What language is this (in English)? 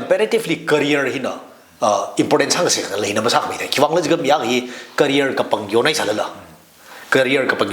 Tangkhul Naga (India)